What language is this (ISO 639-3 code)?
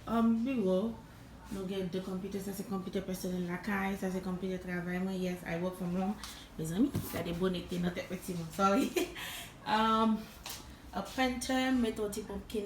hat